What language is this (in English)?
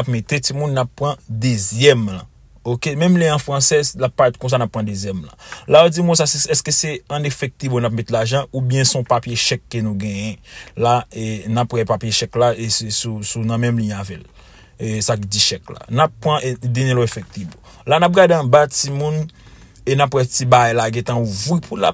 Haitian Creole